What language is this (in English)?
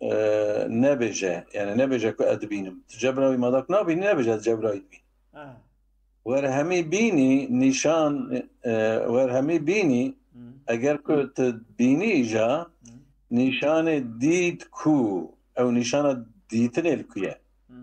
Kurdish